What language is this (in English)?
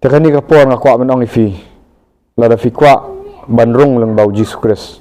Khasi